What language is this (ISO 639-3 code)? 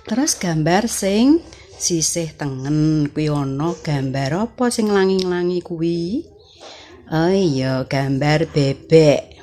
jav